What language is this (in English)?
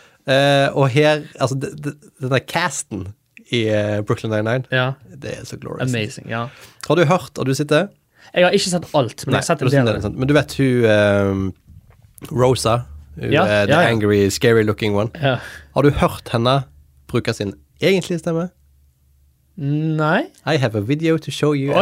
Norwegian